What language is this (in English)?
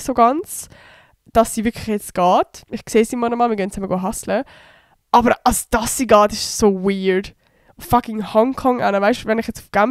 Swiss German